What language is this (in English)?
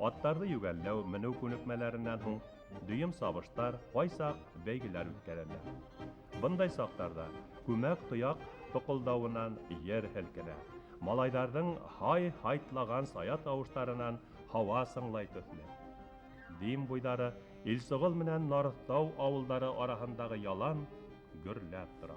Bashkir